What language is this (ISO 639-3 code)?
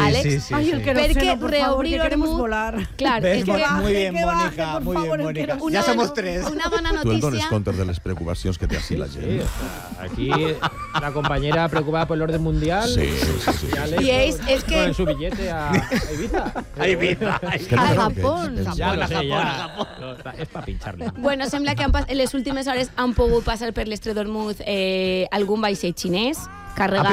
cat